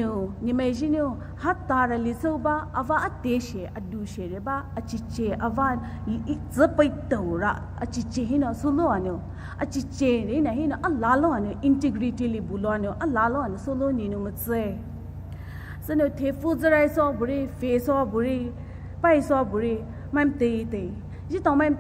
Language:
Poumei Naga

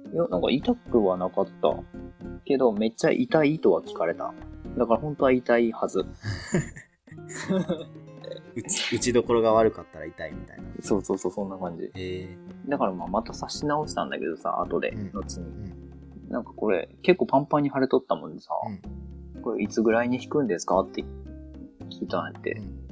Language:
Japanese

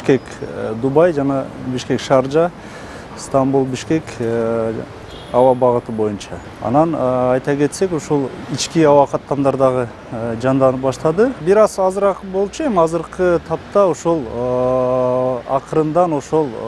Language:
Kyrgyz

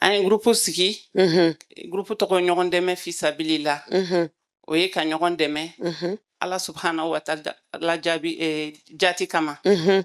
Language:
Bambara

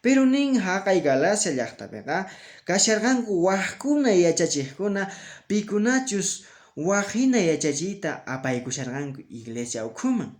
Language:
Quechua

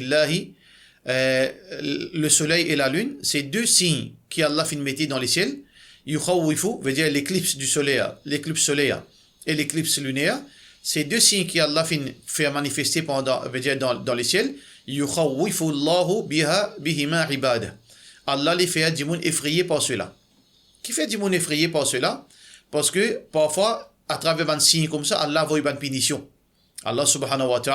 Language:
Morisyen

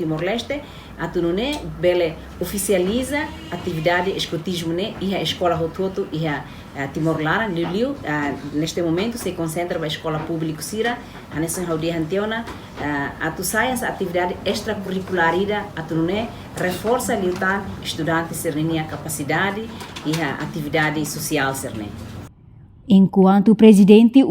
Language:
Tetum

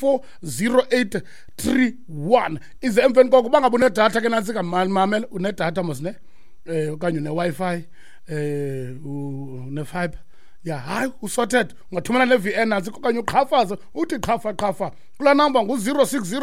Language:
Xhosa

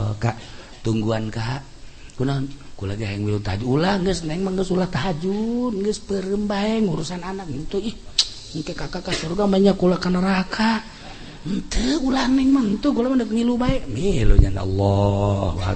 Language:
Sundanese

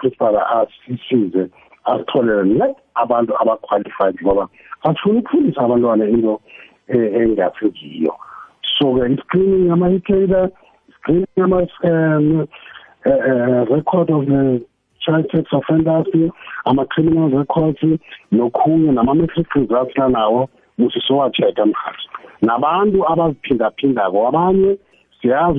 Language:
South Ndebele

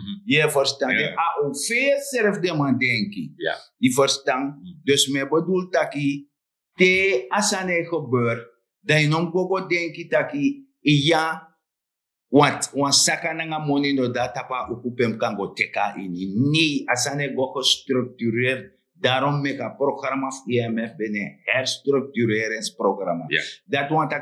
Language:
Sranan Tongo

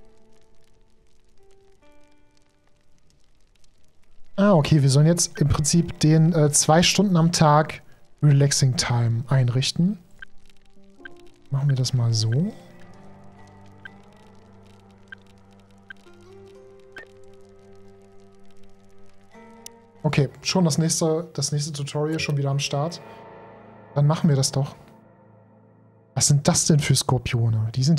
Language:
German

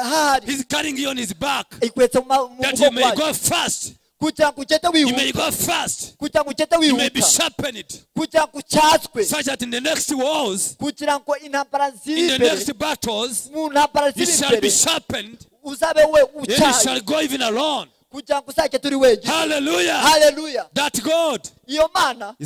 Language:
Kinyarwanda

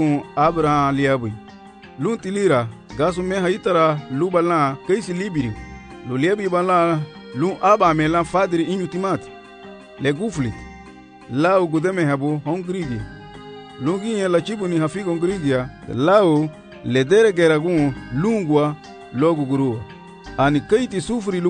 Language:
Garifuna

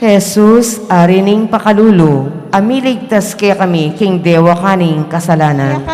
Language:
Pampanga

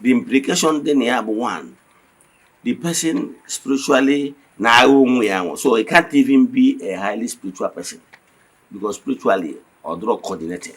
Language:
Igbo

